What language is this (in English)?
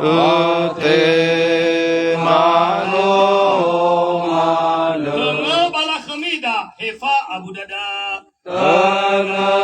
Nias